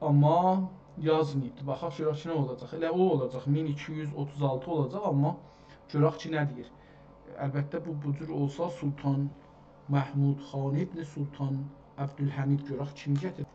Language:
South Azerbaijani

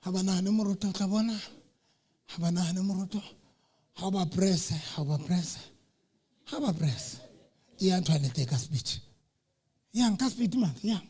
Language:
Southern Sotho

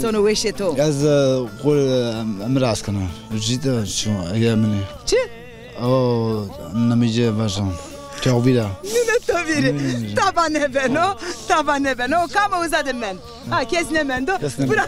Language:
Zaza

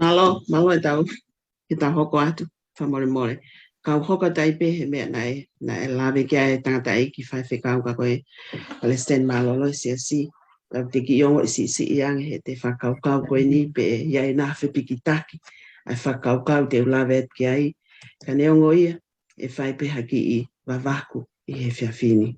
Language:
Tongan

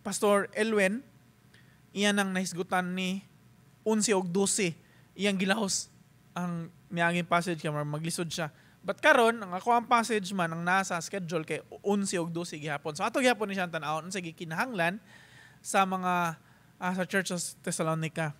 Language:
Cebuano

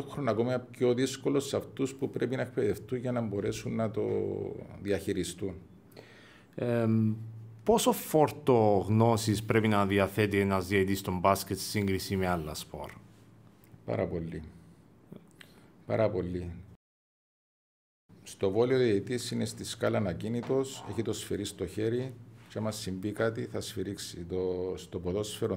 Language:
Greek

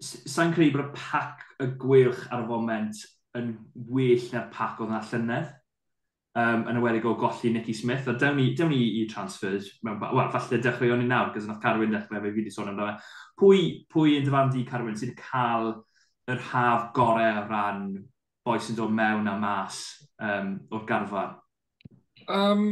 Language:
Welsh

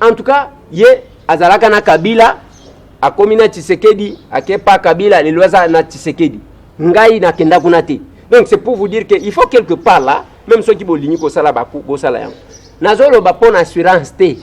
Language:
Lingala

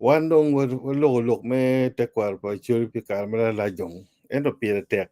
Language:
Acoli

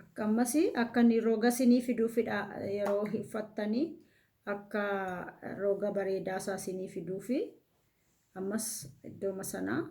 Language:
Oromo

